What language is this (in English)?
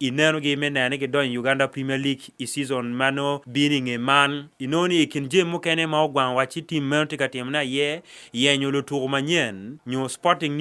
Acoli